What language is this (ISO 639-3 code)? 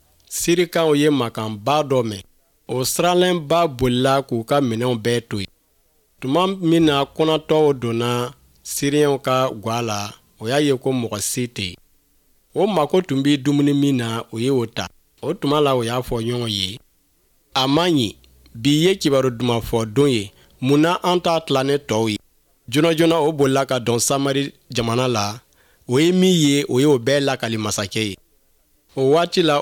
bam